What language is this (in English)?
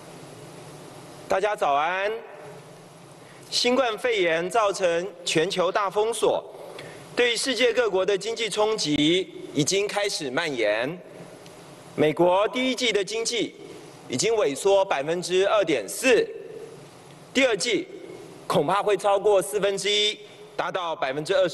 Chinese